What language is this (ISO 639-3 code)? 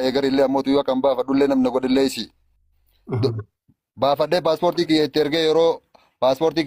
orm